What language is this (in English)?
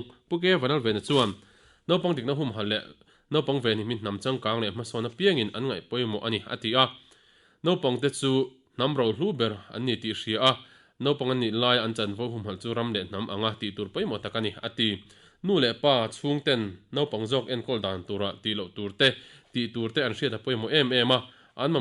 Mizo